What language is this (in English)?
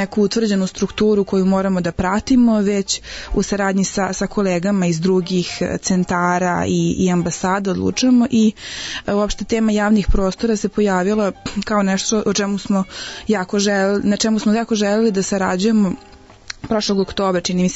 Serbian